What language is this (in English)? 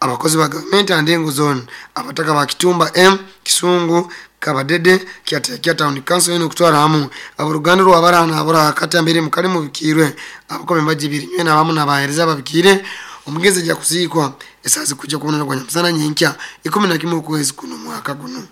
Nyoro